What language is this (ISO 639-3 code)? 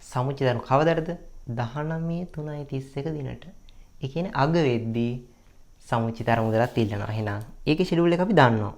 sin